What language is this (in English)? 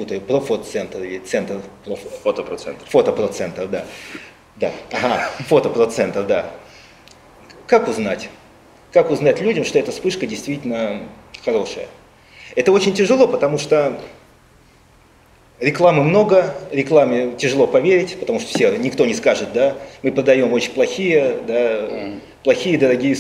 Russian